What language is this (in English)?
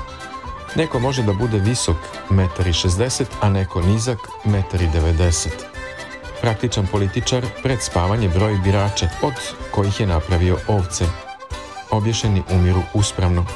Serbian